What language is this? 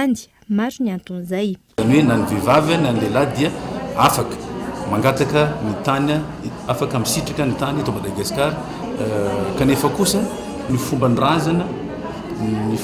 Malagasy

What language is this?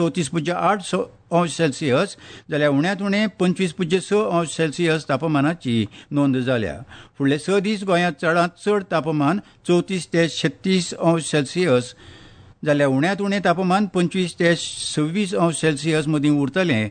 Konkani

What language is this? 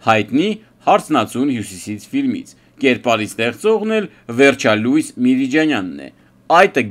Armenian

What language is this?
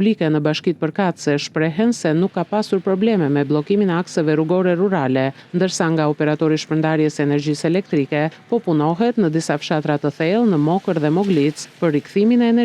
Albanian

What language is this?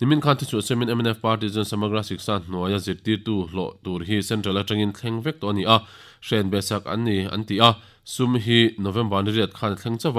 Mizo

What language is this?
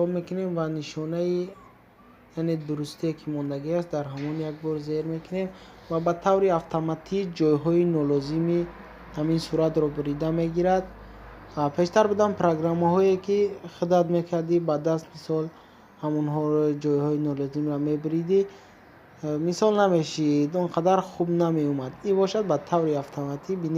Tajik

